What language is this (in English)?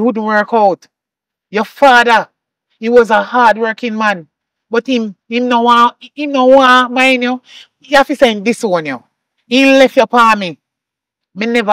Jamaican Creole English